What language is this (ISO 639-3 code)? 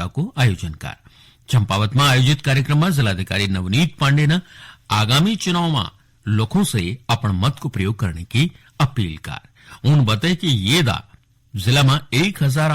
gbm